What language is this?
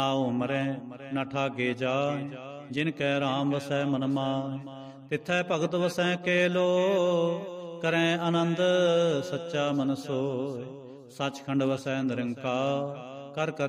Punjabi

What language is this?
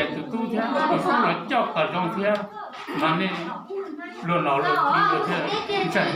Hmong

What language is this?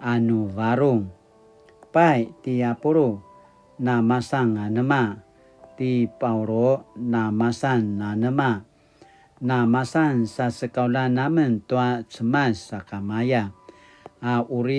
Paiwan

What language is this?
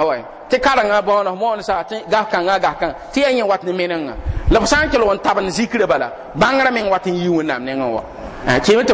Mossi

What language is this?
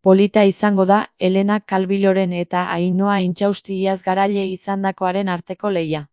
Basque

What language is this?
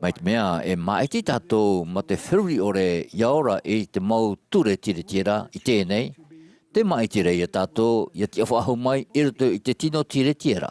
Tahitian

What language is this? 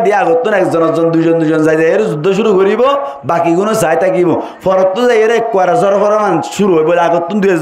Rohingya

